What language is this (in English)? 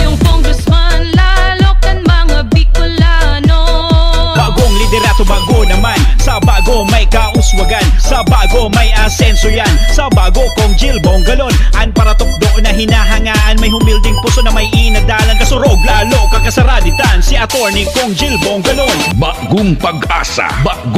Bikol